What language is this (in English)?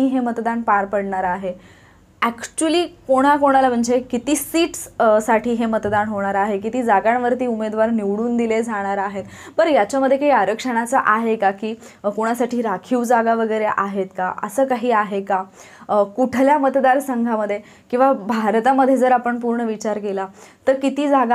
Marathi